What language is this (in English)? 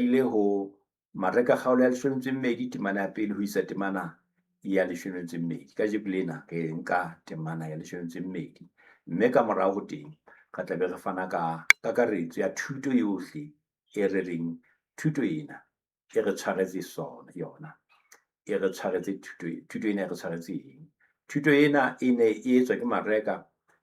Southern Sotho